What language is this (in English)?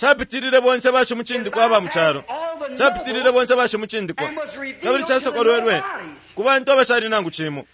Bemba